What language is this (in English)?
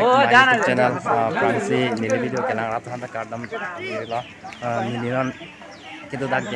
Karbi